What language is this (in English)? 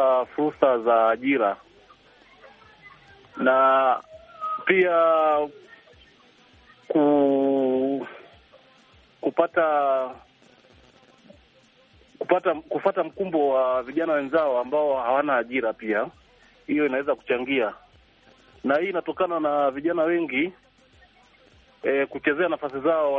Swahili